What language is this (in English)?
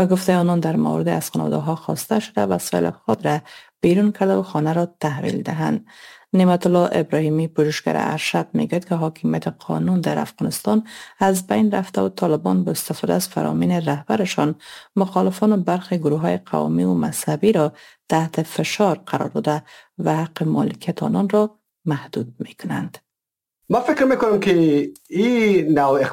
Persian